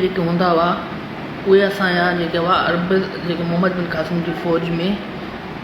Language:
Sindhi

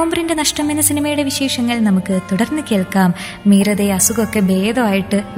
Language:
Malayalam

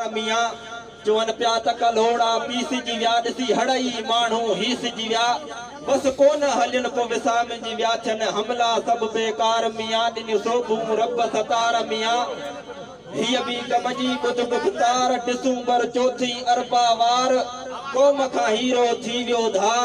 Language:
Sindhi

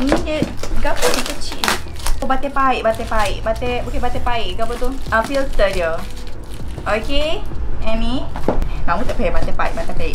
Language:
Malay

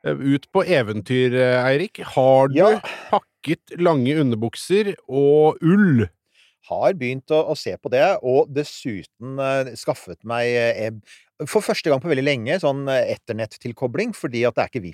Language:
Norwegian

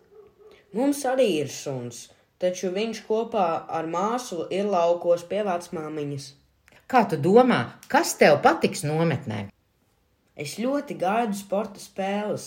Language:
Latvian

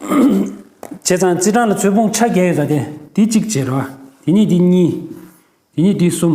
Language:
Tibetan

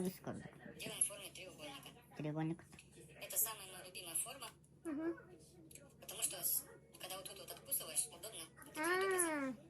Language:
Yakut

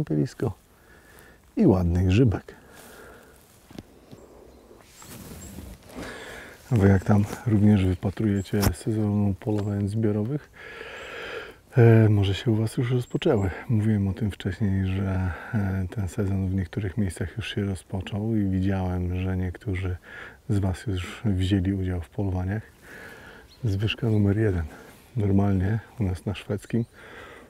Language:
Polish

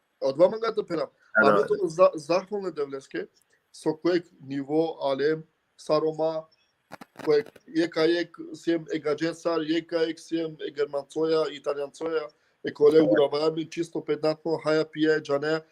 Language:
Balkan Romani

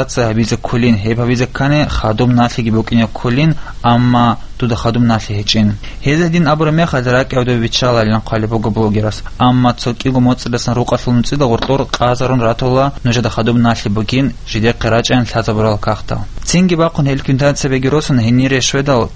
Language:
Avaric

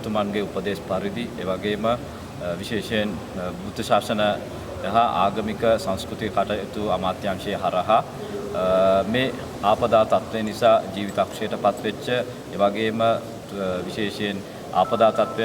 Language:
Sinhala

